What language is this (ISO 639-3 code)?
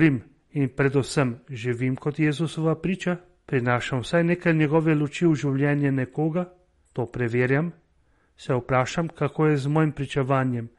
slv